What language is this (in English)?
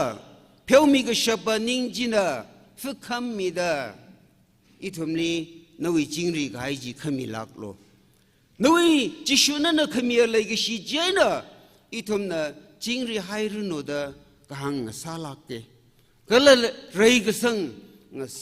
Tangkhul Naga (India)